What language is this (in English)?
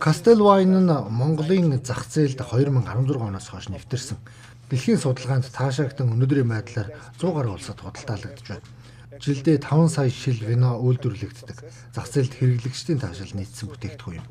Mongolian